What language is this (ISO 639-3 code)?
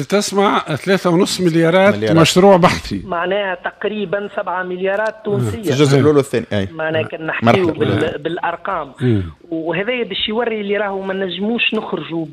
aeb